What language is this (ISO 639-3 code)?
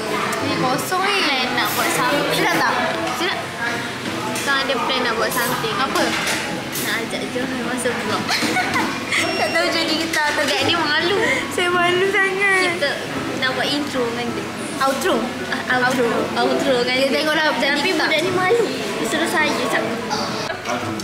msa